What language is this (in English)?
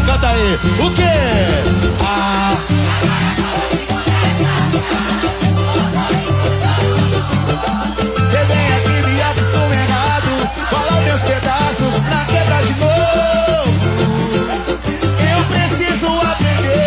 Portuguese